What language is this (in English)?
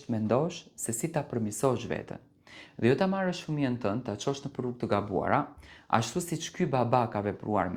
Albanian